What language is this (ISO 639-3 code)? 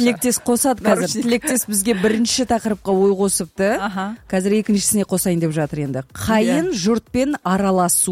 kaz